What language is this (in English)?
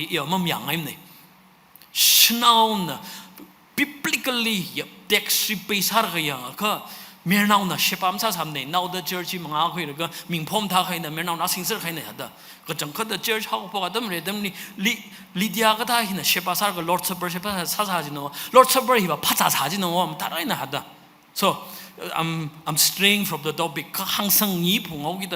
Tangkhul Naga (India)